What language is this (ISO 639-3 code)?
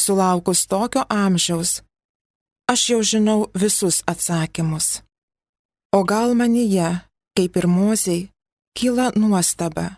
lit